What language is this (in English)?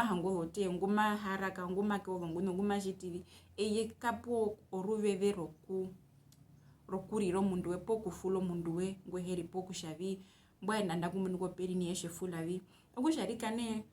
Herero